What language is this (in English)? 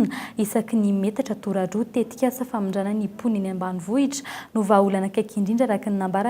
Malagasy